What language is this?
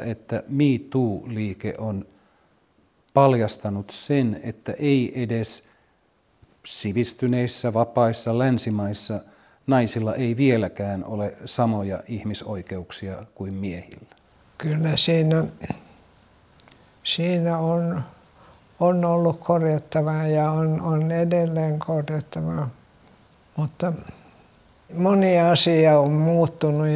Finnish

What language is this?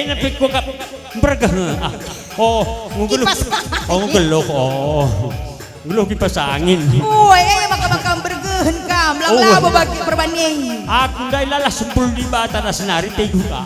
Batak Karo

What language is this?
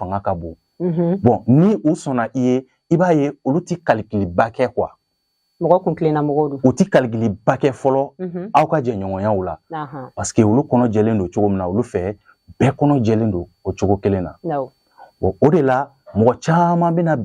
Bambara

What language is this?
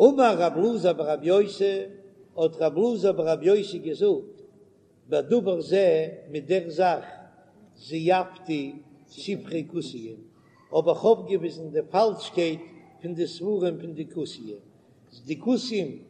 Yiddish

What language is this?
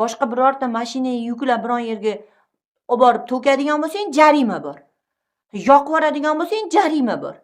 Uzbek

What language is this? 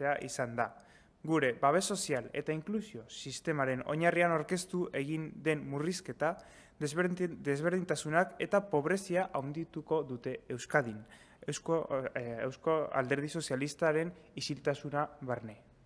Basque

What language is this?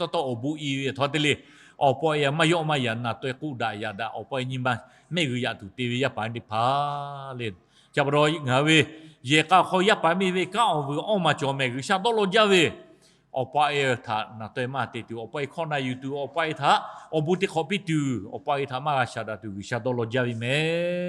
Lahu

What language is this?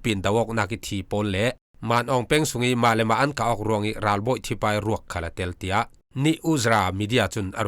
Falam Chin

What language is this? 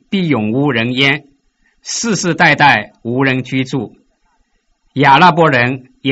Chinese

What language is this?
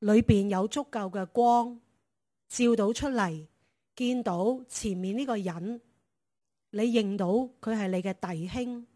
Cantonese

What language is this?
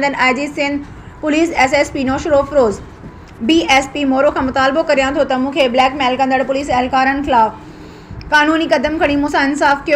Sindhi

